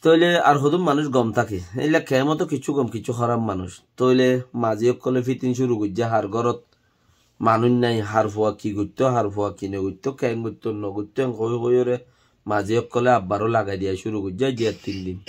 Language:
Rohingya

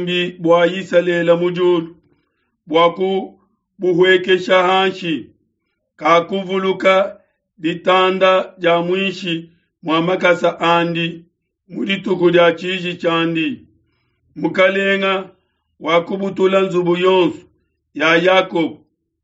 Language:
Luba-Lulua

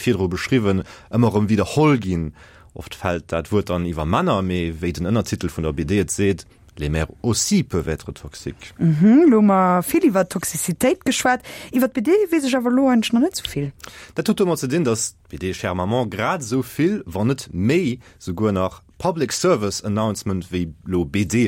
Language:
Luxembourgish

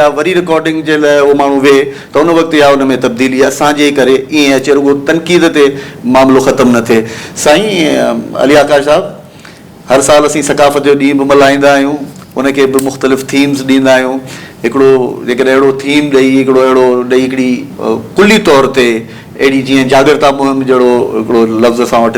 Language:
Sindhi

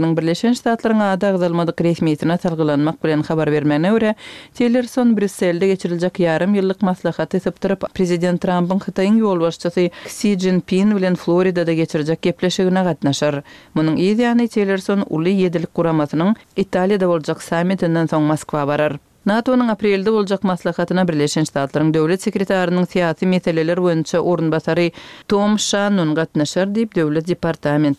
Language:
Turkmen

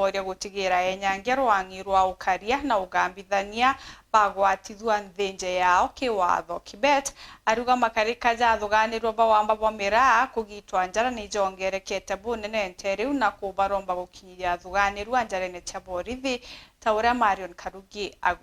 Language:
Meru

